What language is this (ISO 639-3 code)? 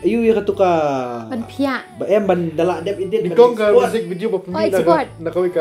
kha